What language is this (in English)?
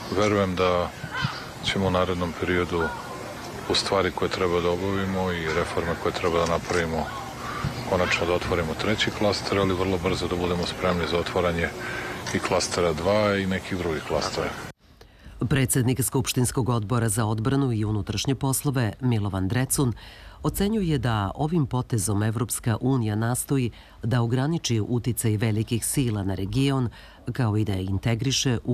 Serbian